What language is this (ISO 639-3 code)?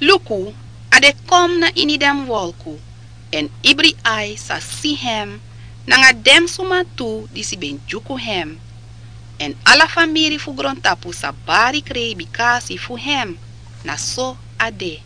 srn